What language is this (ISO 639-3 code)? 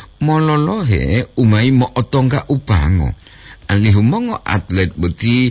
gor